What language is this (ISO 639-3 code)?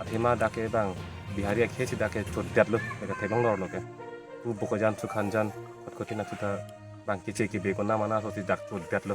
mjw